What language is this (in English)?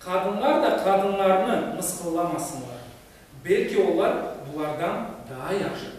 Crimean Tatar